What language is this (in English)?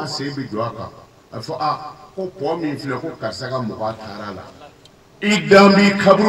Bambara